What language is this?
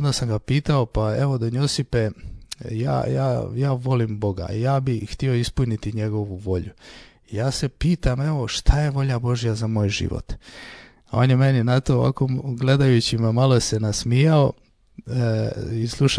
Croatian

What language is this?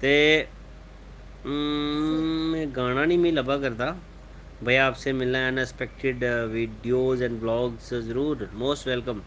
Dogri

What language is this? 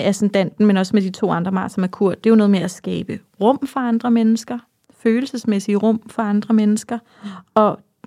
Danish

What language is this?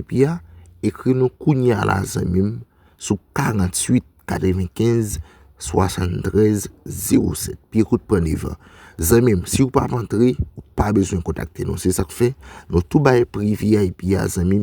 Haitian Creole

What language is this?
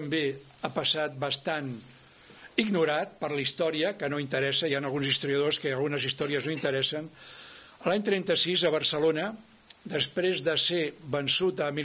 Catalan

